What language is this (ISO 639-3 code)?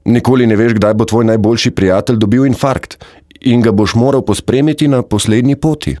slv